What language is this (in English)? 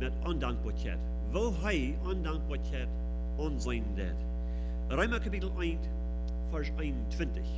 Plautdietsch